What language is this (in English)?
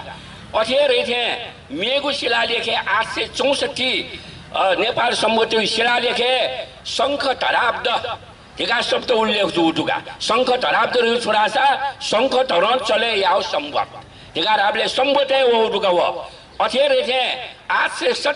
Newari